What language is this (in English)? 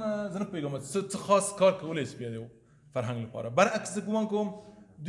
Pashto